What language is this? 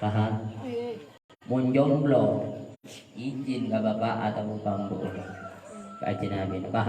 Madurese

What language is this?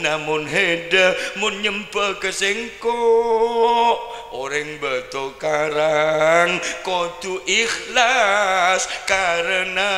Madurese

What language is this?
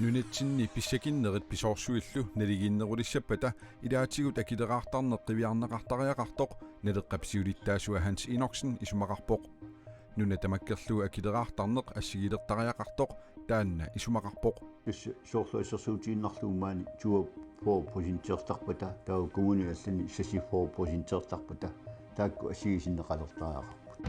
Kalaallisut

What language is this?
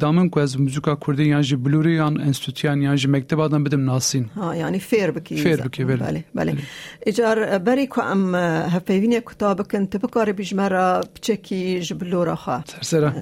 Kurdish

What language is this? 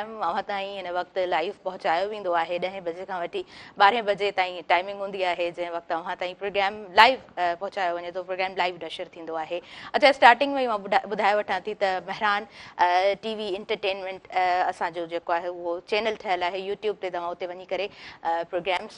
Sindhi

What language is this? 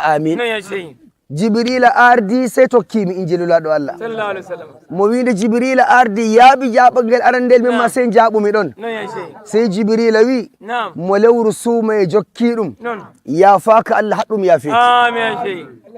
Nigerian Fulfulde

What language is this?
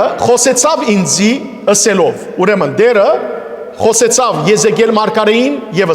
Western Armenian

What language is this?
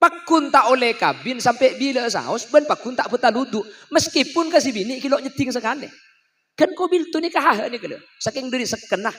Madurese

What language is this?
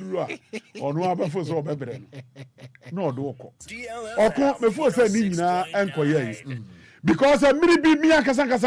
Akan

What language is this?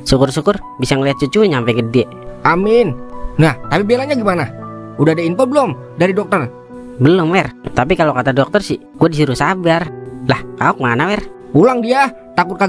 Betawi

